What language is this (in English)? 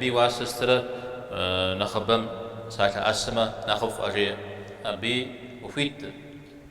Kabardian